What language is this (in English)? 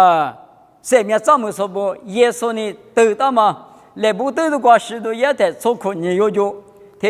Lisu